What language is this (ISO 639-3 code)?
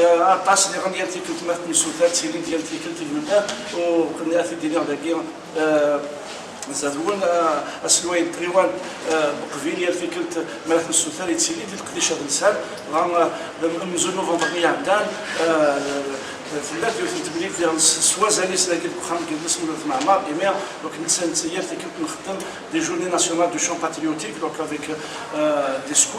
kab